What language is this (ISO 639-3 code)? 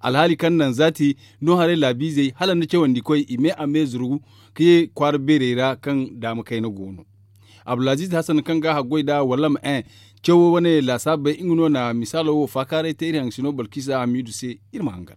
dje